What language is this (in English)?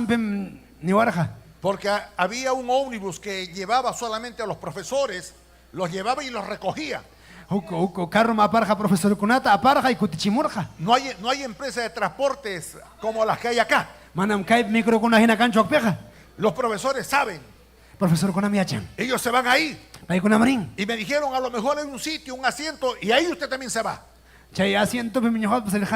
Ayacucho Quechua